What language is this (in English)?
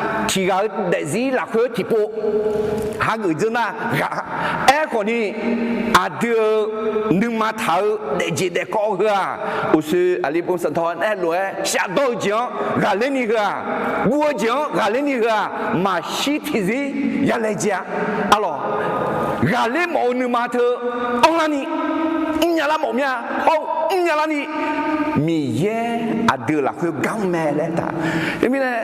Akha